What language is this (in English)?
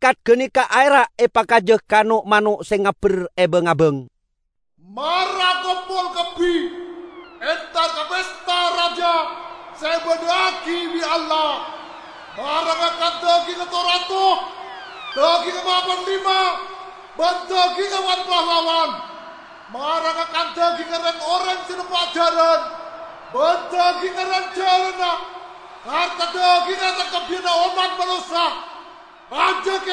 Madurese